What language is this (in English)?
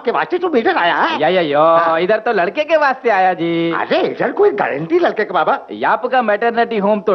Hindi